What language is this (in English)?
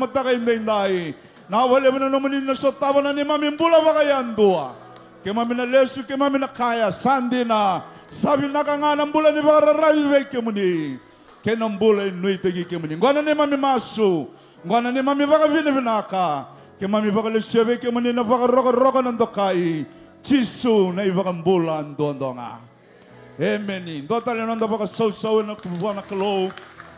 Fijian